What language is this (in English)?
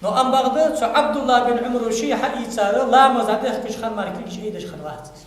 Ingush